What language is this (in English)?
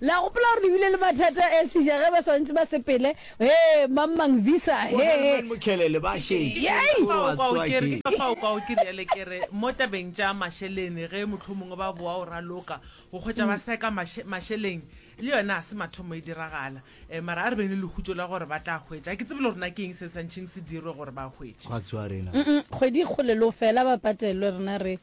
Northern Sotho